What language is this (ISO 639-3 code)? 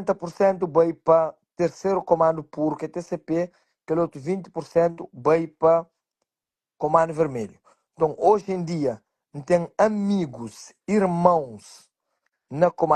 kea